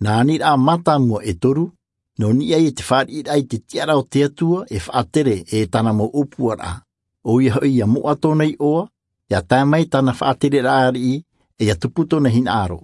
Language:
Tahitian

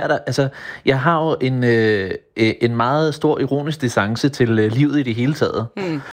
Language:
Danish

